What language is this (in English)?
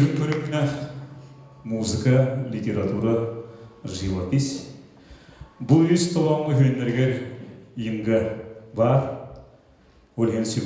Yakut